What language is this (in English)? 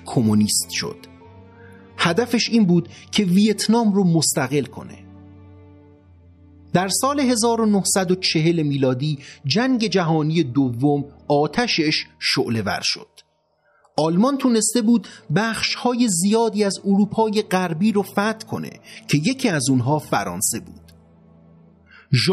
Persian